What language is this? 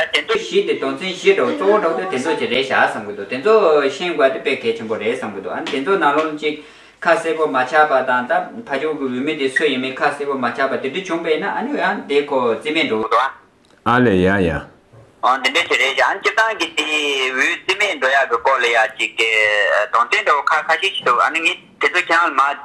Tibetan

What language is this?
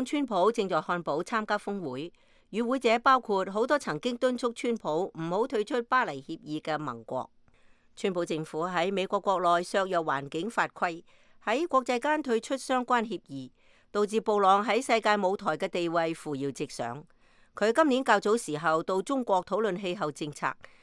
Cantonese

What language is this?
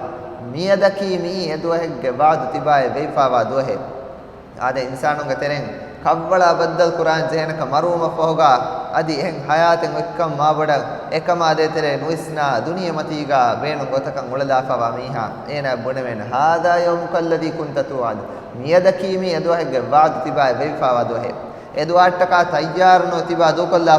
Divehi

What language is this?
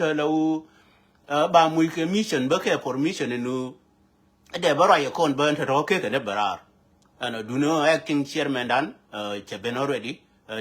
Nuer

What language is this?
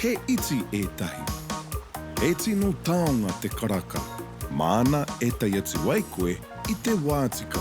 Māori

